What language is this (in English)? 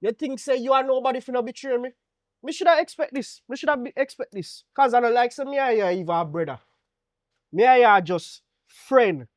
Jamaican Creole English